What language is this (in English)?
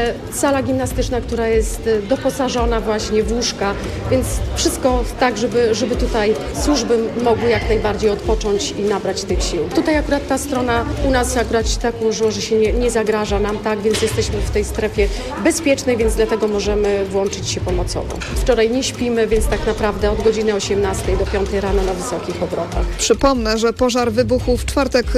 Polish